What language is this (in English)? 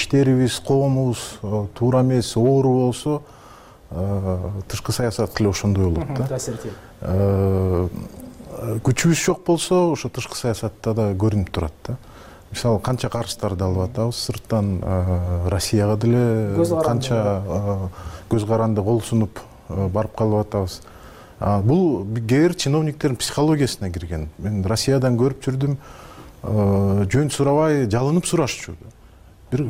Kyrgyz